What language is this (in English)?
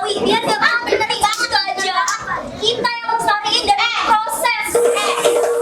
Betawi